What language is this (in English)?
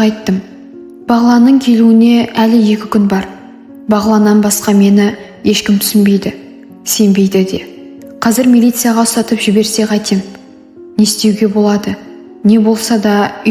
Kazakh